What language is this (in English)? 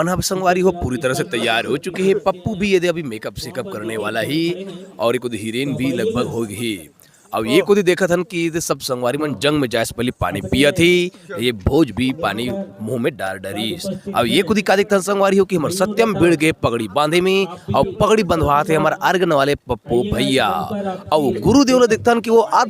Chhattisgarhi